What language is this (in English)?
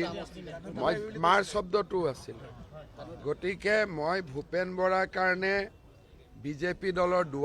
Assamese